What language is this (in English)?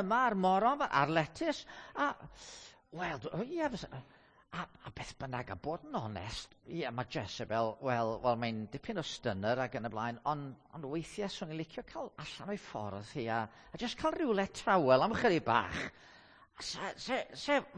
Welsh